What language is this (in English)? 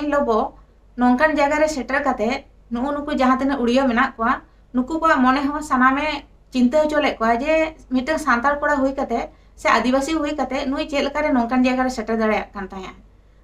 Santali